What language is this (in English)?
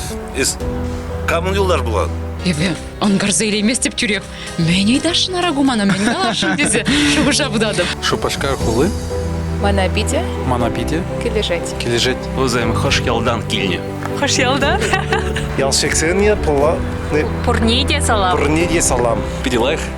Chuvash